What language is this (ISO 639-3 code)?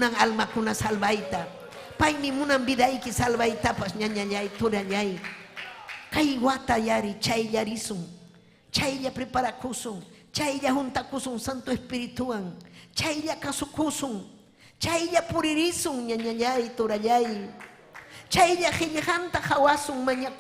quy